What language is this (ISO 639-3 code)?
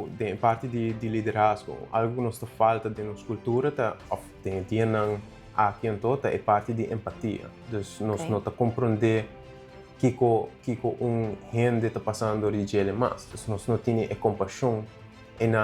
pap